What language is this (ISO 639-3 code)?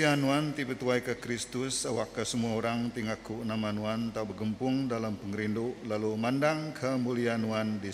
iba